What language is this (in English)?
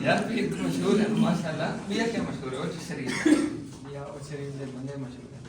Saraiki